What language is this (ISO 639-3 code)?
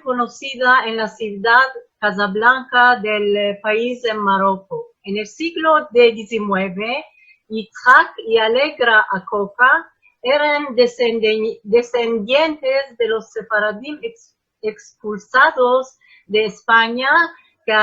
lad